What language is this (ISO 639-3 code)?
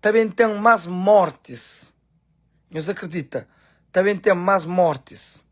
kea